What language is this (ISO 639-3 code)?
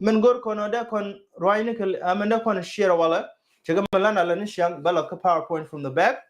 nus